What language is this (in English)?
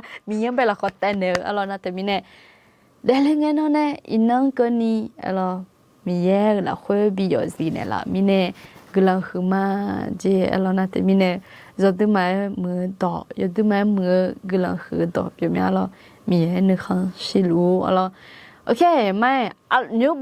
Akha